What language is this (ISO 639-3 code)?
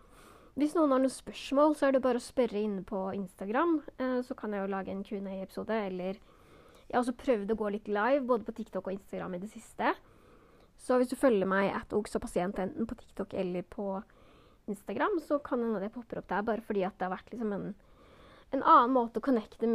nor